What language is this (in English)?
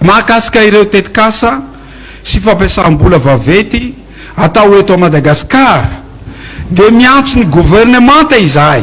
Malagasy